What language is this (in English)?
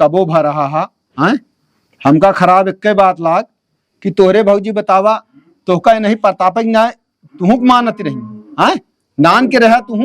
Awadhi